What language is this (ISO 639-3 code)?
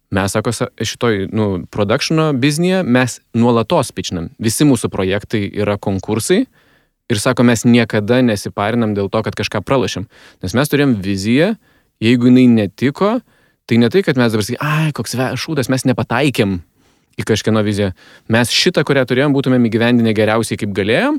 lit